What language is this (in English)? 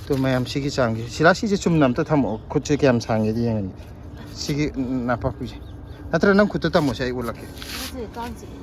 Manipuri